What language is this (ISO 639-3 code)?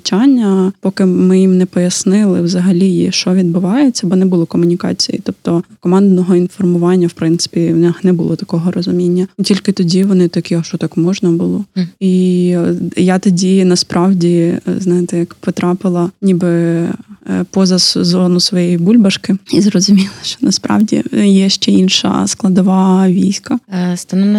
ukr